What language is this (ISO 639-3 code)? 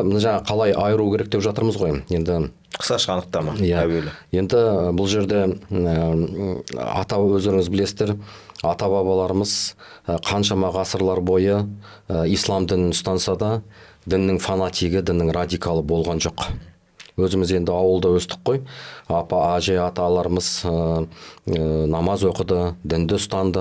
kaz